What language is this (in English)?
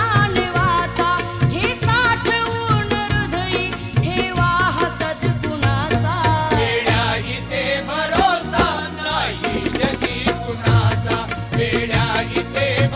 Marathi